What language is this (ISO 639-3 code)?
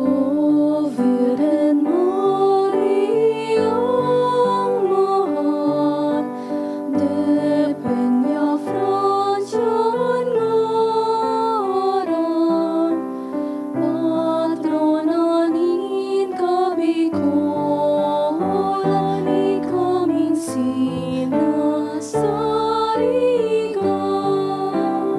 bik